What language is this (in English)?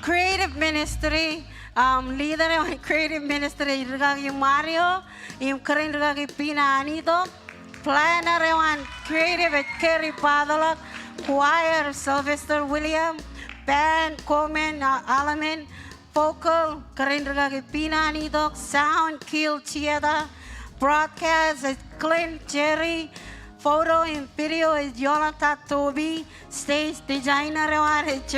Marshallese